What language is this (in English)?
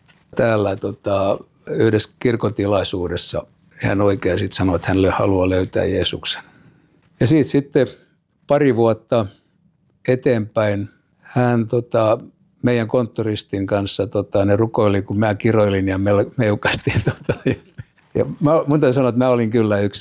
Finnish